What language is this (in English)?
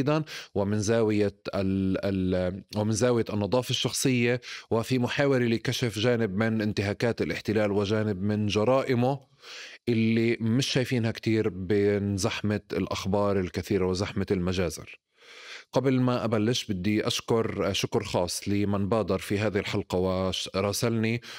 North Levantine Arabic